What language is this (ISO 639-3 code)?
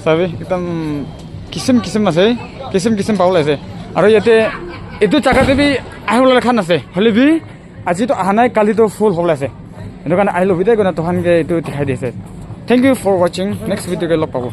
nag